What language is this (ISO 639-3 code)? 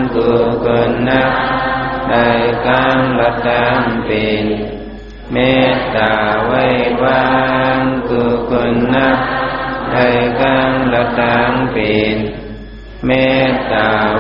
shn